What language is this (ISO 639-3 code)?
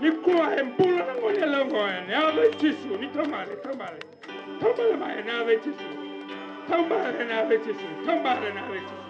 fij